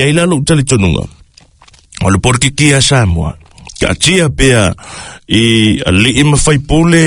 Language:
Samoan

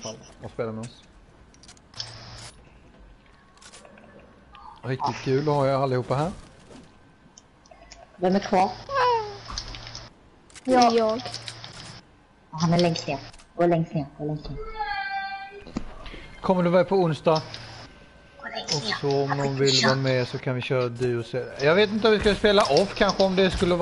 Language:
Swedish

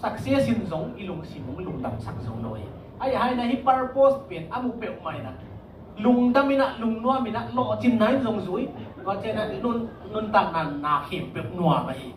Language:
Tedim Chin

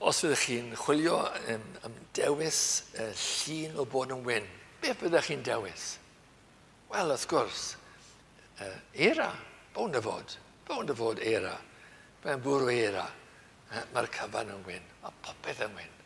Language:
Welsh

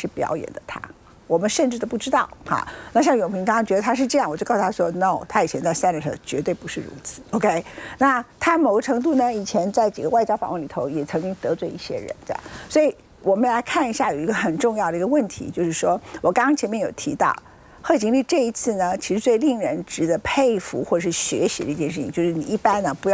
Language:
Chinese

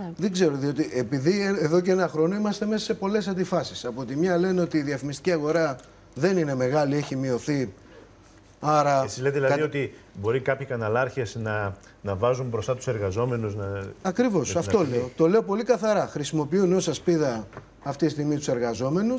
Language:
Greek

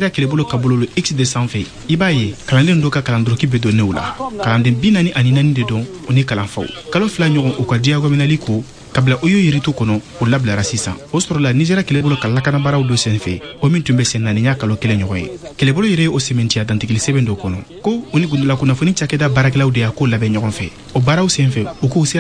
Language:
Bambara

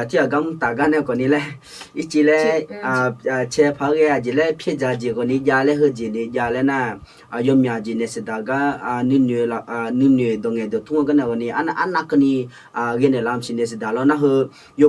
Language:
Akha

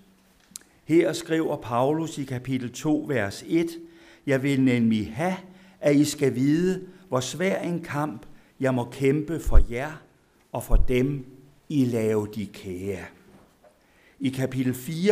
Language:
Danish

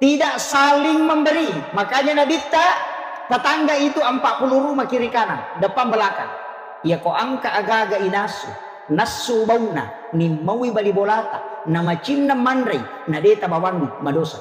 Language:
Buginese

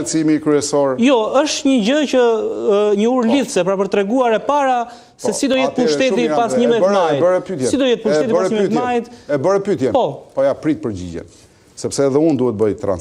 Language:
Albanian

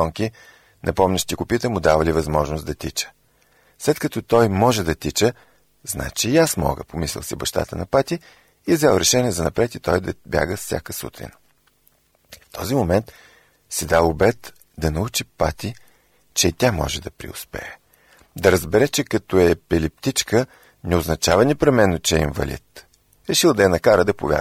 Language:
Bulgarian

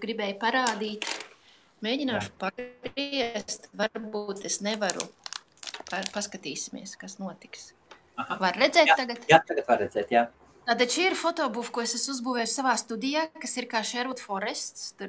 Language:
Latvian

